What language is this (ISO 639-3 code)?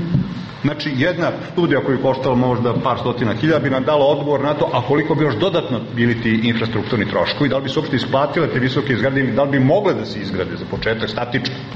srp